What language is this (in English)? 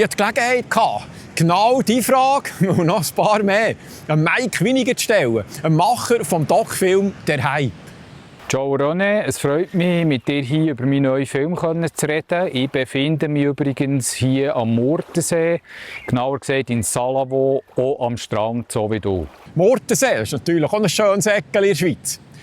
Swiss German